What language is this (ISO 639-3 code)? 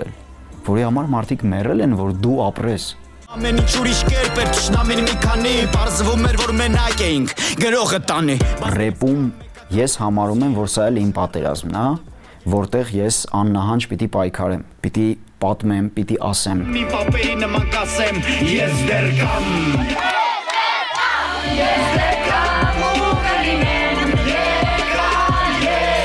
hye